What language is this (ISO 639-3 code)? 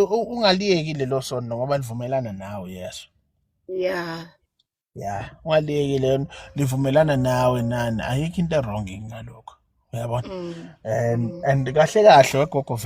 zul